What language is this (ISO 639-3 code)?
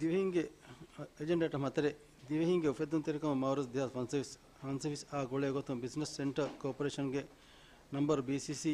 div